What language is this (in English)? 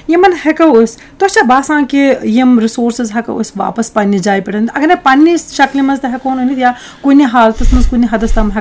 Kashmiri